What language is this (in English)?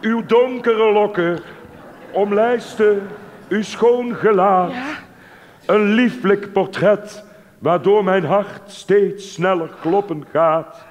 Limburgish